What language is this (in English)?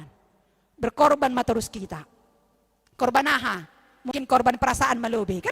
Batak Simalungun